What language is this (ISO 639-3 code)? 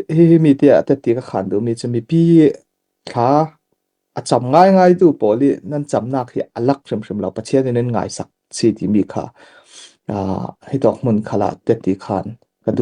cfm